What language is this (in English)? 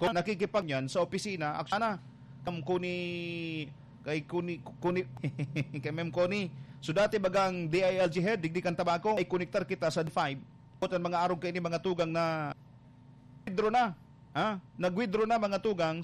Bikol